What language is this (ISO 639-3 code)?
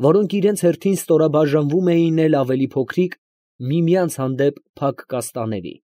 hye